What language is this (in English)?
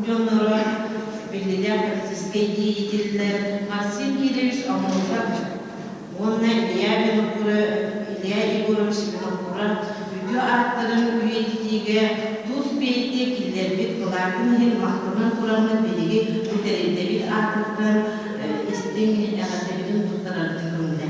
Yakut